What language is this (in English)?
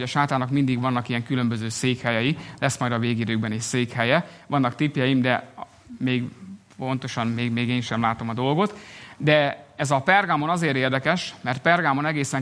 Hungarian